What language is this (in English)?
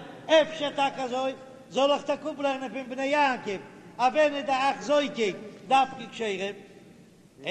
Yiddish